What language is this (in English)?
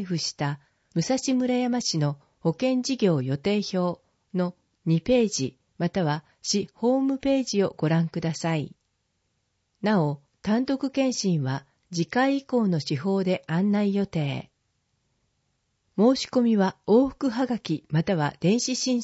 Japanese